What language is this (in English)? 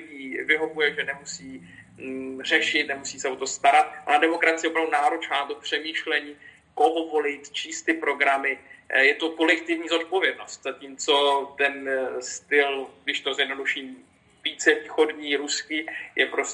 Czech